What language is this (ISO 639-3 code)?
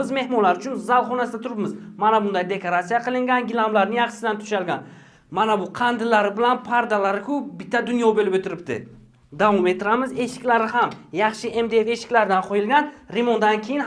uzb